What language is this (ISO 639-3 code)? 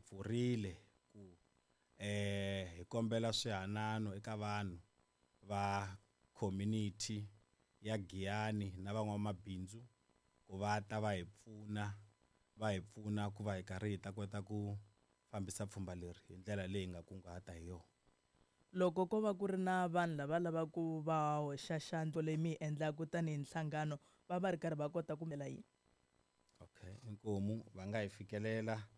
tso